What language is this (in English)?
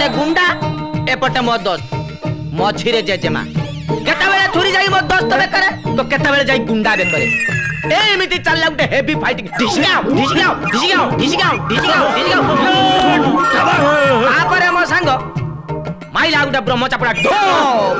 Odia